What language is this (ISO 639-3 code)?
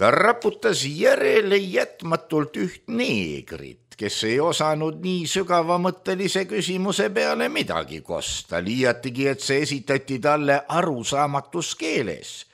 est